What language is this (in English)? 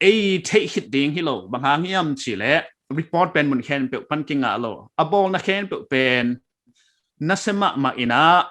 Paite Chin